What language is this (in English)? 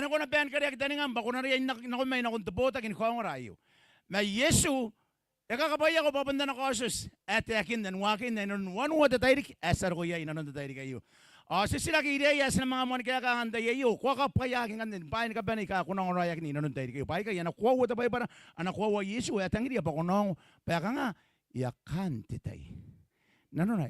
Gilbertese